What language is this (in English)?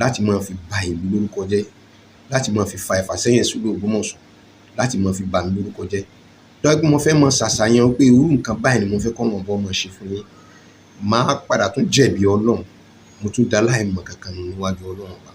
Yoruba